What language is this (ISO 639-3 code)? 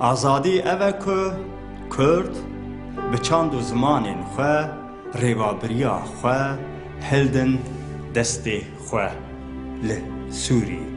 kur